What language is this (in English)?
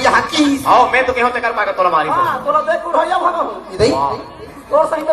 Chhattisgarhi